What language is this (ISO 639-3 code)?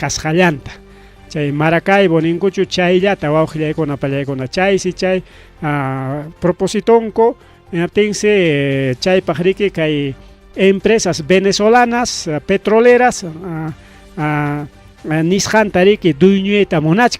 quy